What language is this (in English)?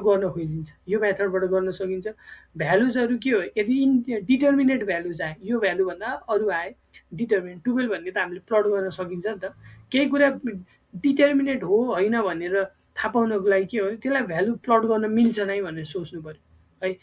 Nepali